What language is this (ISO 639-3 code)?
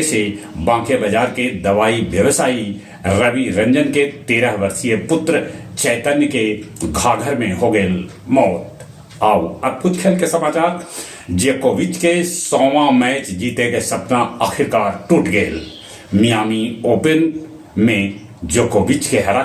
mag